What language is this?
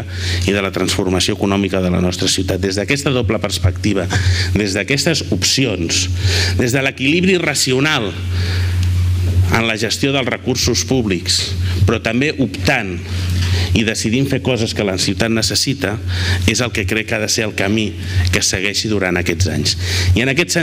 Catalan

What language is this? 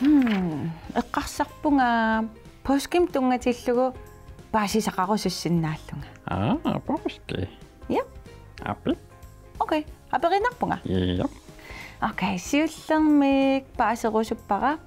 Kalaallisut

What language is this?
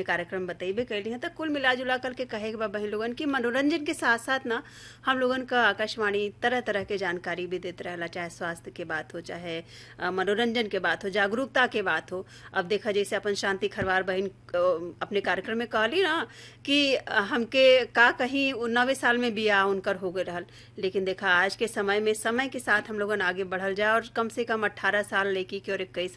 Bhojpuri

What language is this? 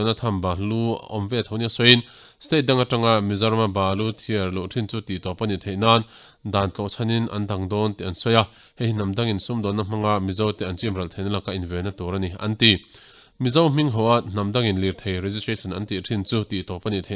Mizo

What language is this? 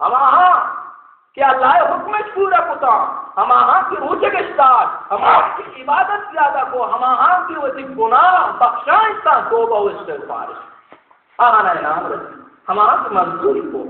Baluchi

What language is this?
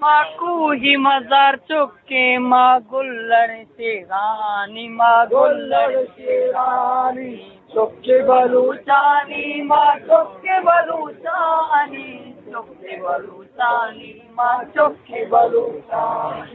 Eastern Balochi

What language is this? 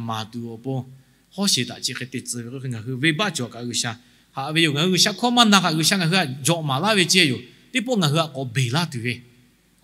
Lahu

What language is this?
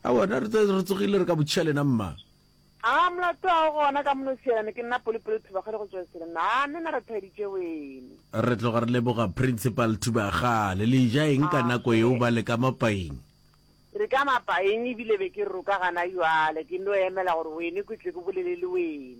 Northern Sotho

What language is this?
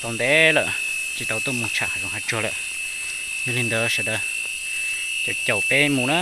Hmong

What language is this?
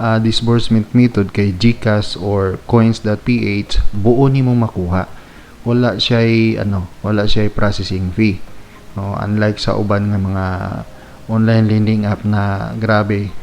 Cebuano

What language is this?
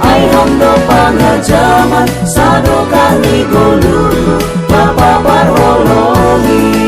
Batak Simalungun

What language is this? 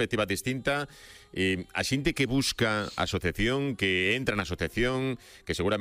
Galician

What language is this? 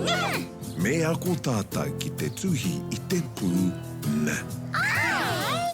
Māori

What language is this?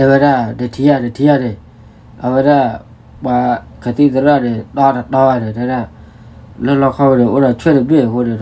S'gaw Karen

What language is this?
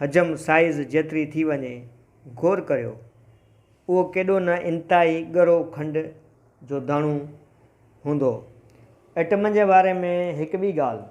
Sindhi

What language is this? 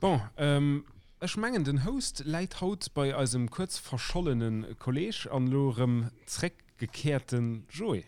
Luxembourgish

